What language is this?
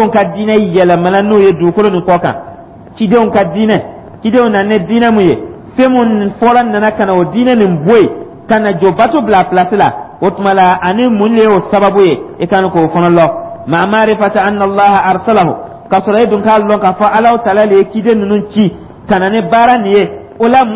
Dyula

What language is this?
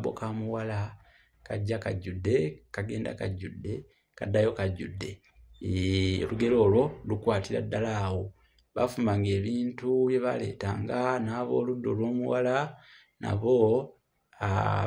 Ganda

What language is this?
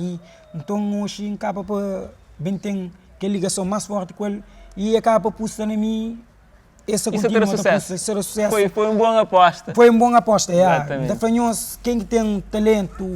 Kabuverdianu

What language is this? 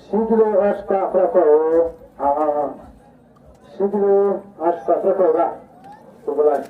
Khasi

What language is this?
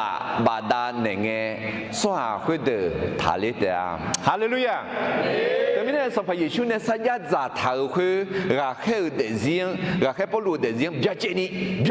Akha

